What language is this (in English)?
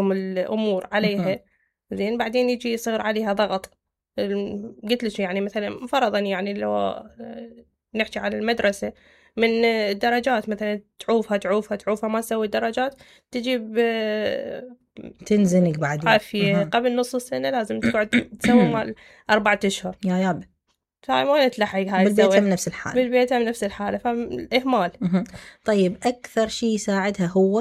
Mesopotamian Arabic